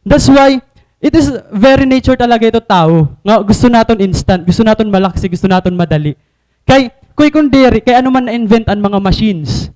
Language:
Waray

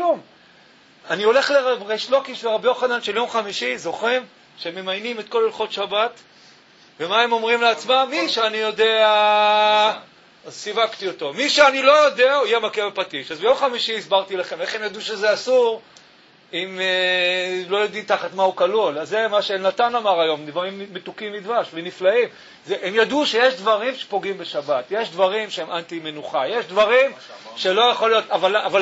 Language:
Hebrew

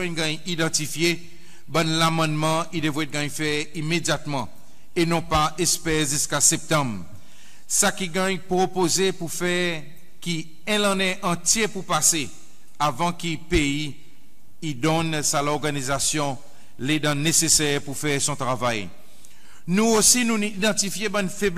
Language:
Seselwa Creole French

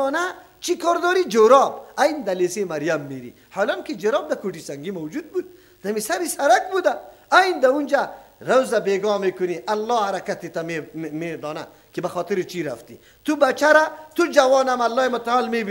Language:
Persian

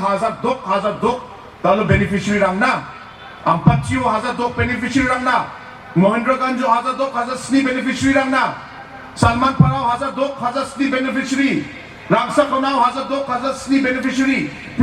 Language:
Garo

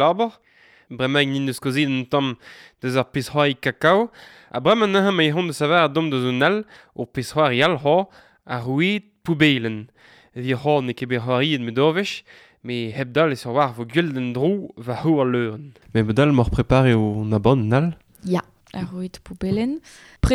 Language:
Breton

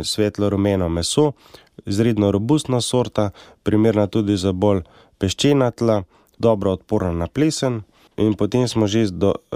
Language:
Slovenian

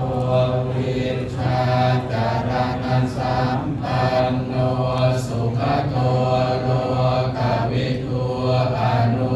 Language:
Pali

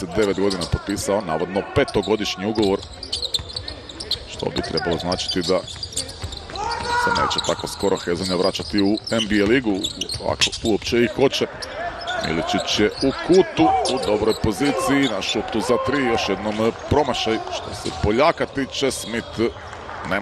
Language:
Croatian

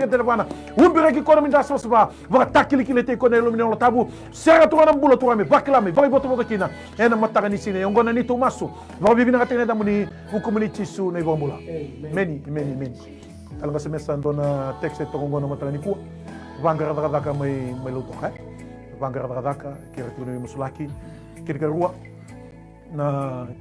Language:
Fijian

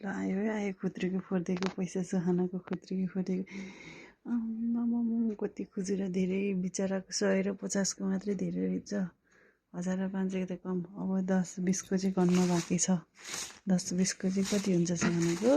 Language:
Nepali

